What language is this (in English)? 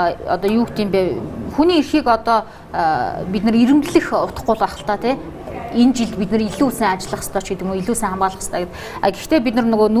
Mongolian